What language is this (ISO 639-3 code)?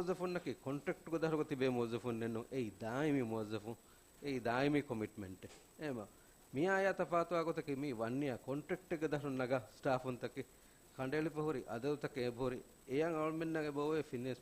div